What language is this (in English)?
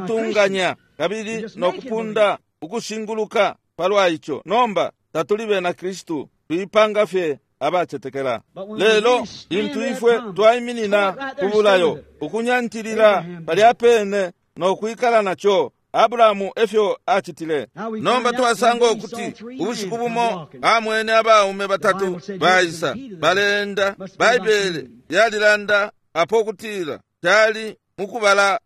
Bemba